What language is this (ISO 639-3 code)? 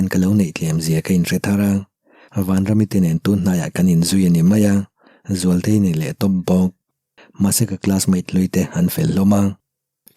lus